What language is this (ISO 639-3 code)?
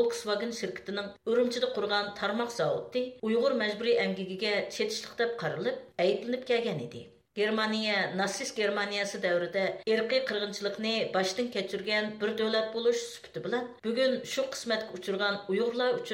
uig